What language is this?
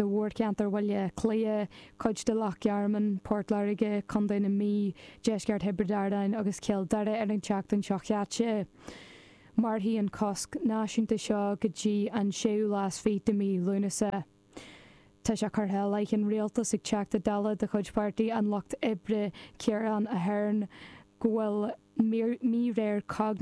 Irish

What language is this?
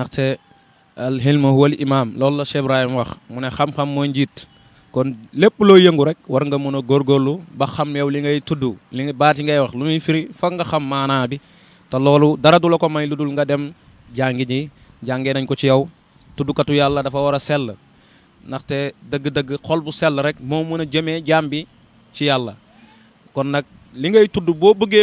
Wolof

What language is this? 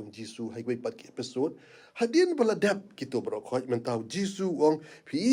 Khasi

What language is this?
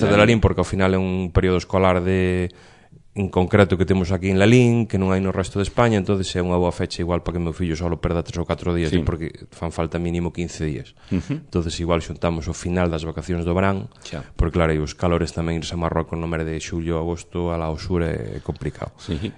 Galician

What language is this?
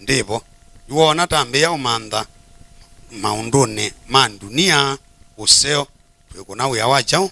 Kamba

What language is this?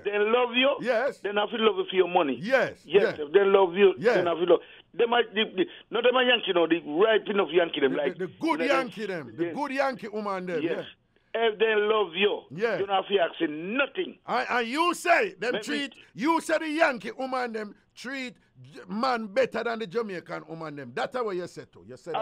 Jamaican Creole English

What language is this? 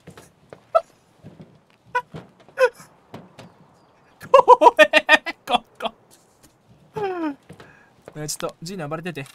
Japanese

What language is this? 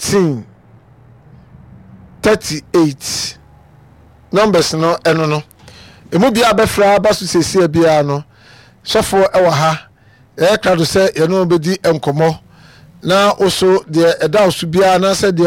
Akan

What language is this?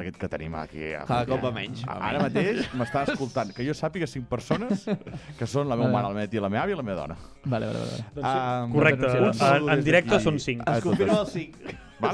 Catalan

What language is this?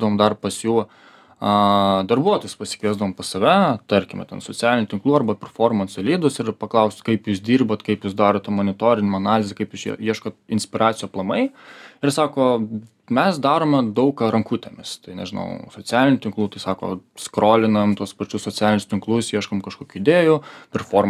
Lithuanian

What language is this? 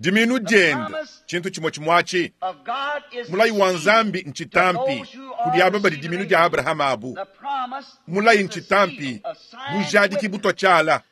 Luba-Lulua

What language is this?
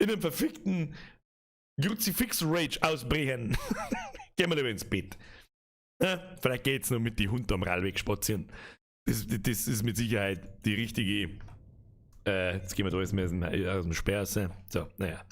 Bavarian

